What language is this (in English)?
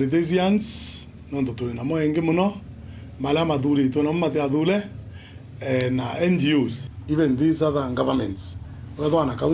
Meru